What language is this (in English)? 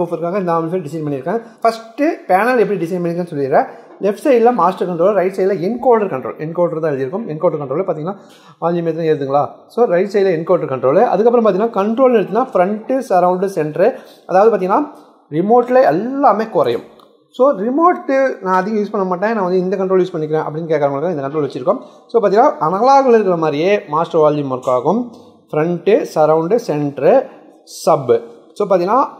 Tamil